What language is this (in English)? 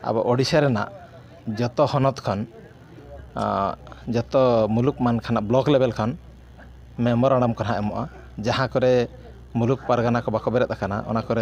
Santali